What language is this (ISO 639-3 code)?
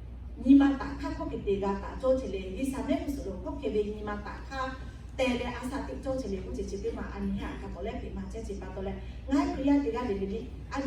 lhu